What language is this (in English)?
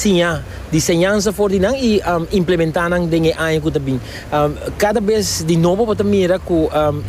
Papiamento